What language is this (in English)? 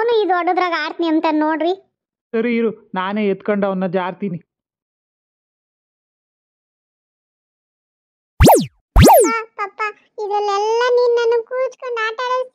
Kannada